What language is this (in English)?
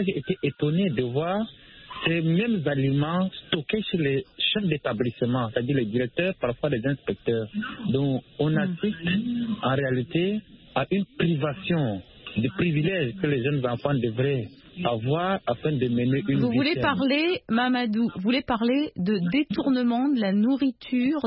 French